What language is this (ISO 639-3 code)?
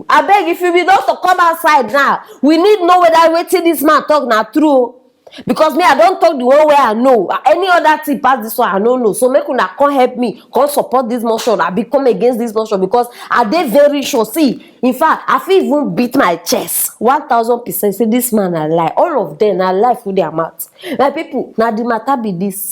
pcm